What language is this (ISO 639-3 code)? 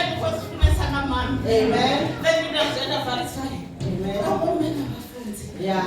ven